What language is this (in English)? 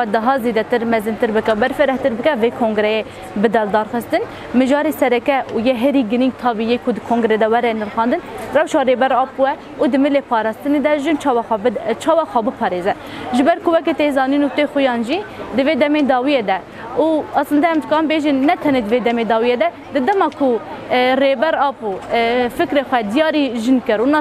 Kurdish